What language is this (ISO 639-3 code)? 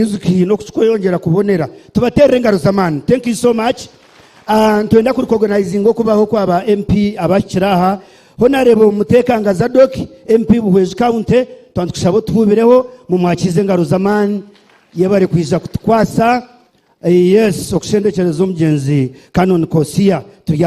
nyn